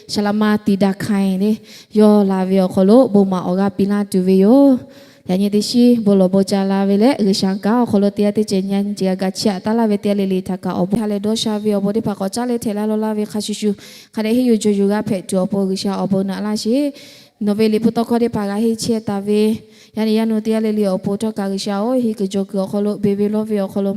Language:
Lahu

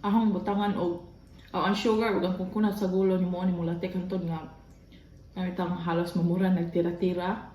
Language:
Cebuano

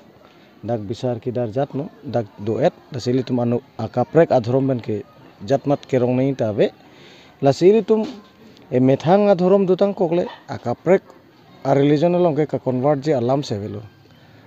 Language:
Karbi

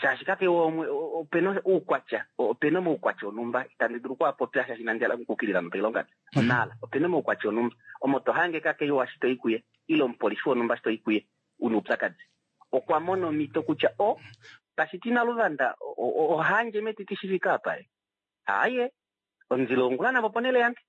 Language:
Kuanyama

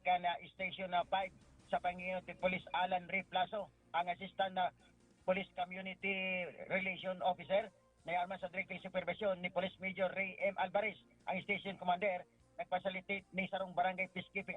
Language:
Bikol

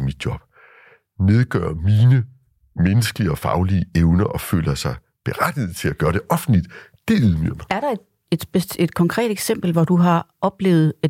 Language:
Danish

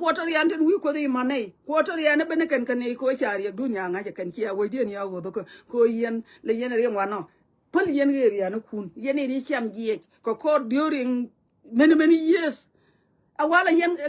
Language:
Nuer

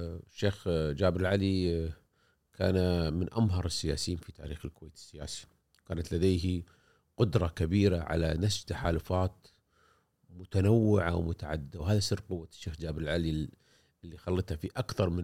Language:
Gulf Arabic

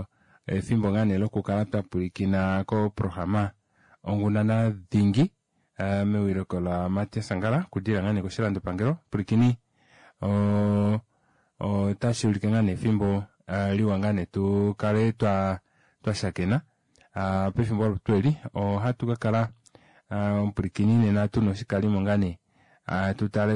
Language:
Kuanyama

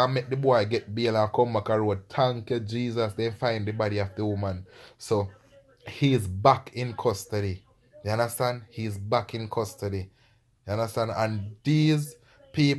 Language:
Jamaican Creole English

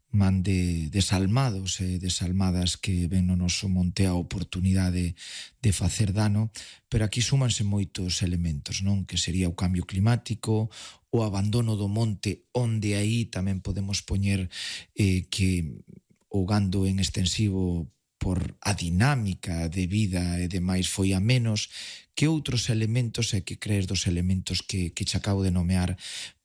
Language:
Galician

